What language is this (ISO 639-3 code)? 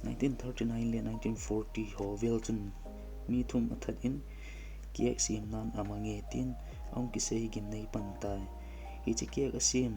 tcz